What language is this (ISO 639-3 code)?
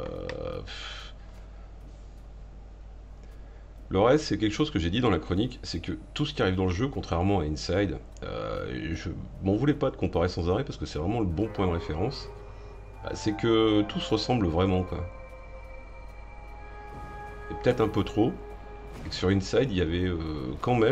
fra